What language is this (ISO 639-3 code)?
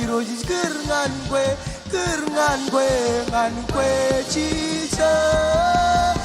mah